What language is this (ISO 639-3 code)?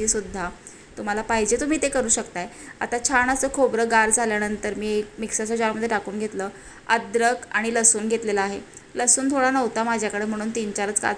mar